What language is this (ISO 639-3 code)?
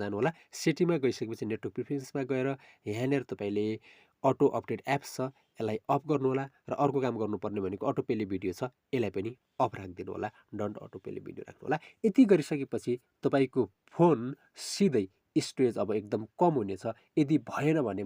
nep